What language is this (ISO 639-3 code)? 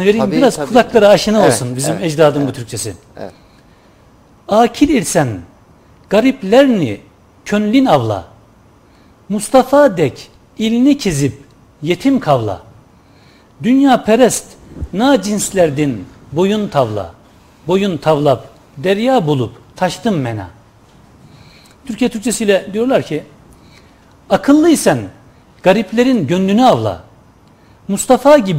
tur